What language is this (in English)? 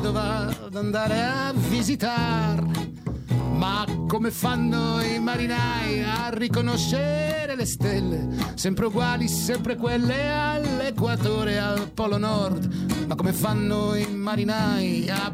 Italian